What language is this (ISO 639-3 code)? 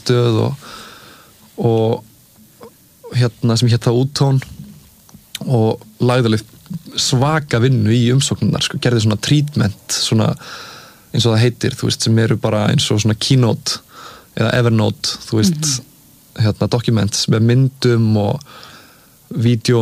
isl